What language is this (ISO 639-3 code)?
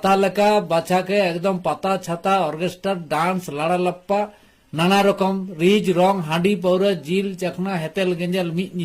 sat